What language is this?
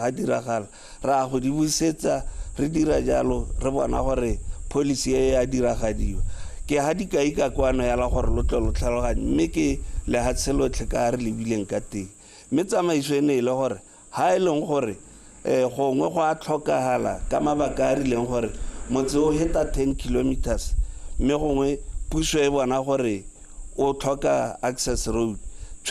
Tswana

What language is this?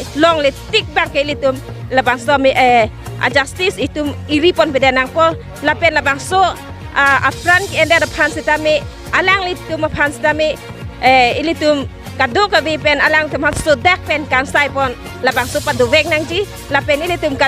Karbi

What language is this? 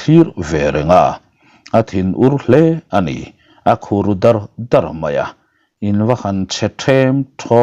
Mizo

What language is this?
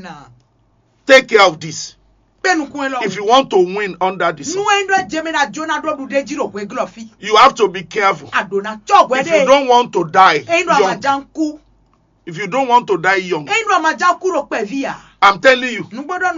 Fon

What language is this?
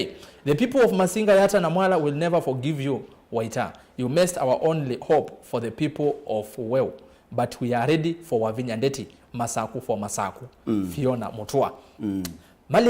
Kamba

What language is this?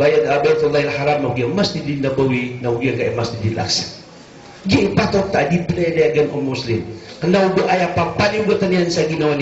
Maranao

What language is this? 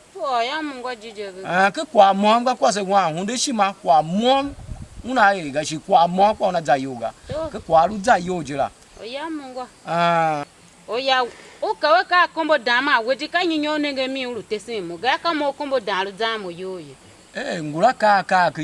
Tiv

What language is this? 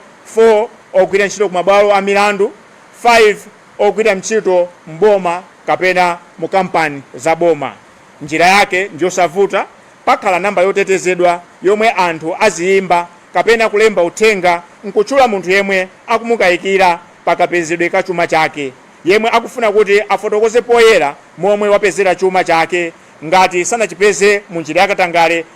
Nyanja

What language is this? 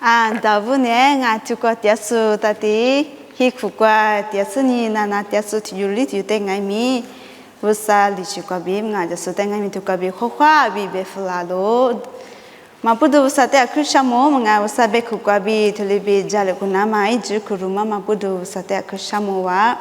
Lisu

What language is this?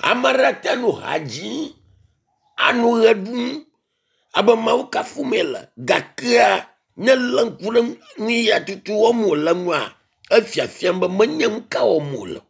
Ewe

